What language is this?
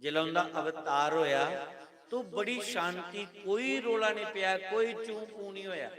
Dogri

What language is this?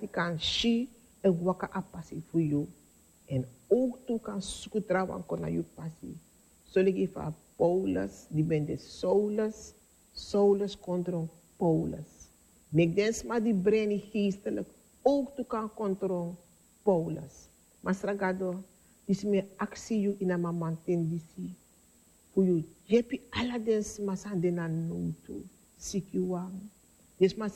Sranan Tongo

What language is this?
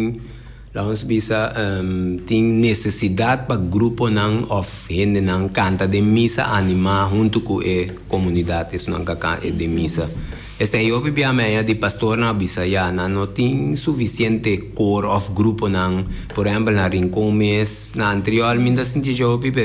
Papiamento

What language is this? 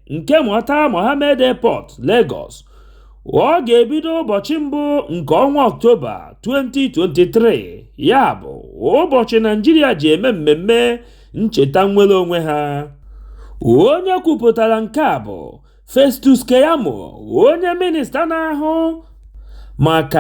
Igbo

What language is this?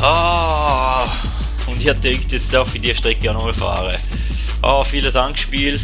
Swiss German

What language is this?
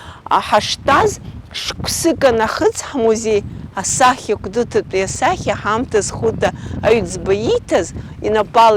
Abkhazian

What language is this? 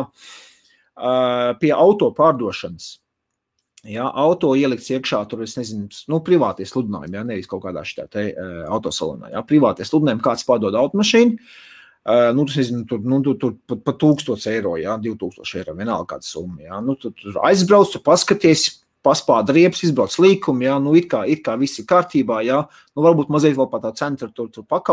Latvian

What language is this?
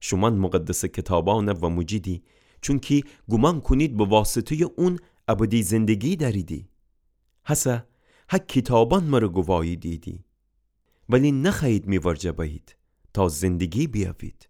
Gilaki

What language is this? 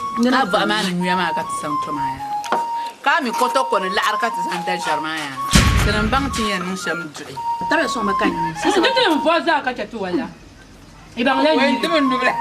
Dagbani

